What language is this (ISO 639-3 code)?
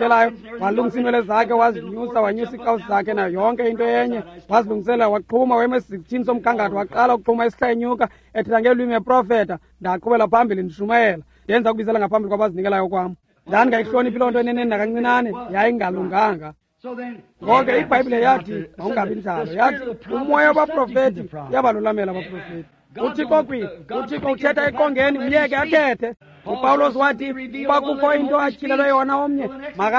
xho